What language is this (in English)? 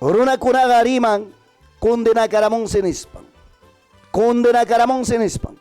Ayacucho Quechua